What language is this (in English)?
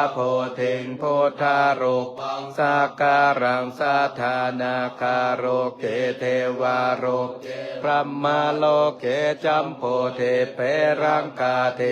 Pali